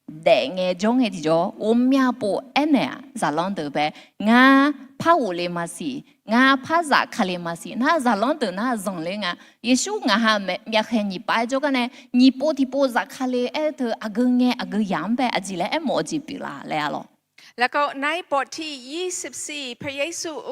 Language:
Akha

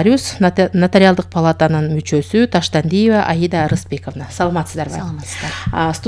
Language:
Kyrgyz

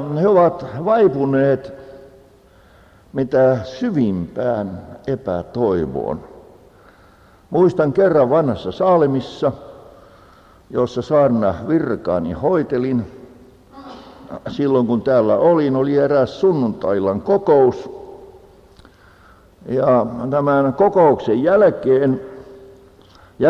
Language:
Finnish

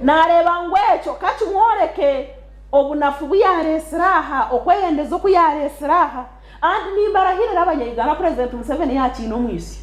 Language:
Nyankole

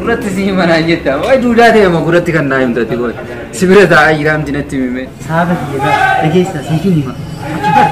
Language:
Oromo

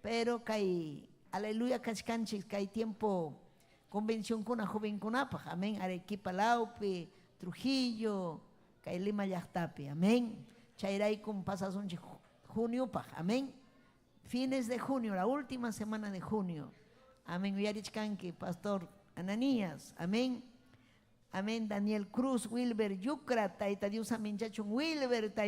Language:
Ayacucho Quechua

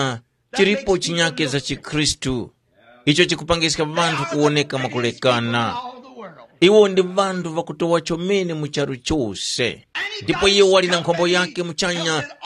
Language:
Tumbuka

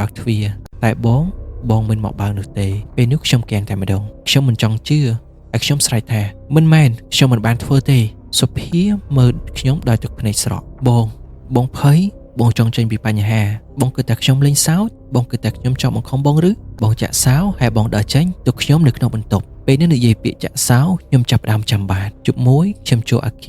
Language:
Khmer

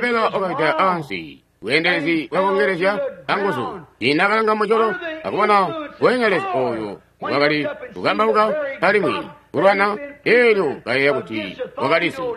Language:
Tonga (Zambia)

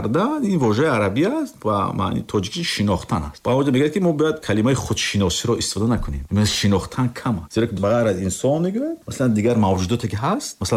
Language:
Tajik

